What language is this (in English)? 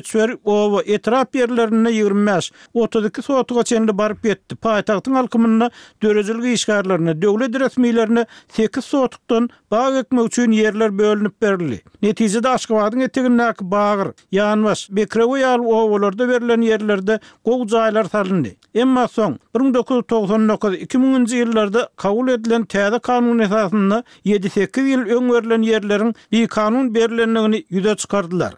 Turkmen